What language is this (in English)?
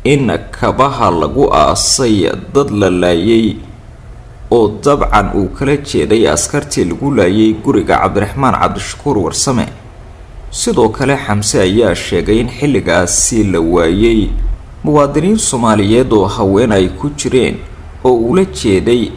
Somali